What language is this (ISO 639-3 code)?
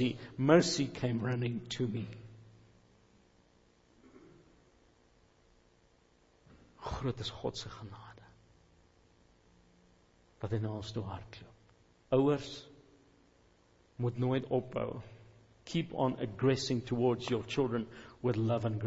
afr